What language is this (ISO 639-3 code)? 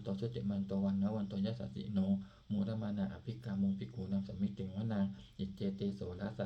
pli